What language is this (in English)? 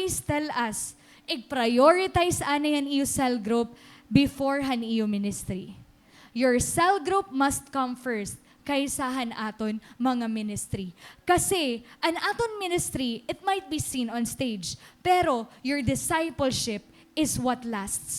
Waray